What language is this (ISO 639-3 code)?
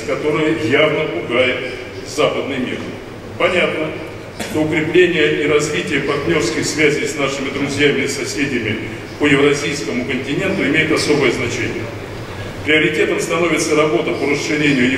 rus